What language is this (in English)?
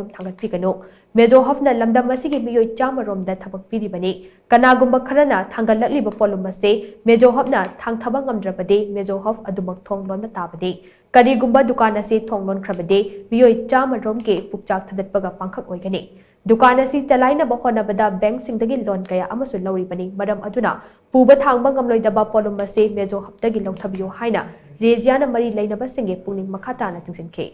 Manipuri